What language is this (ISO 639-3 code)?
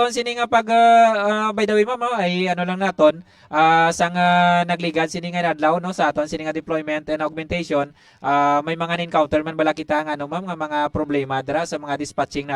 hil